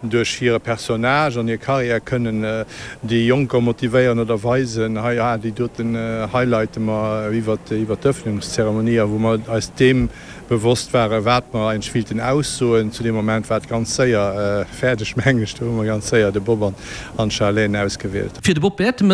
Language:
Luxembourgish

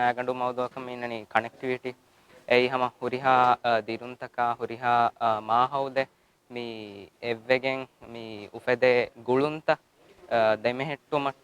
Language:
Divehi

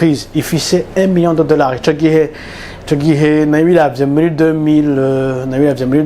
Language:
Rundi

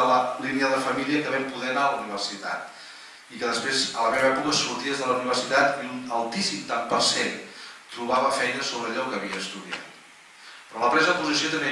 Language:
Catalan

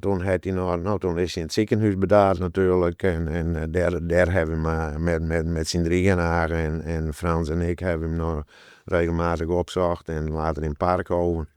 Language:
Western Frisian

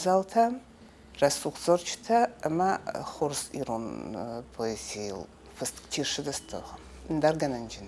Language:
Ossetic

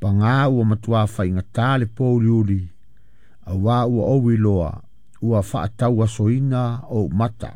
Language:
Samoan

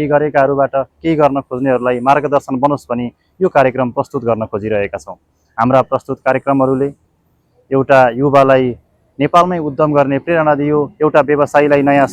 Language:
Nepali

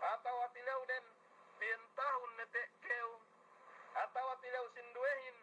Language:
Yakan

